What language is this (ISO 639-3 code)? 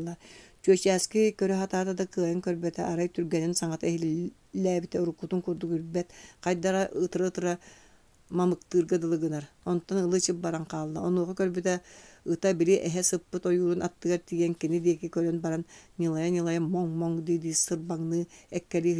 sah